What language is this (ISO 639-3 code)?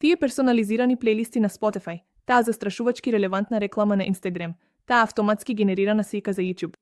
mkd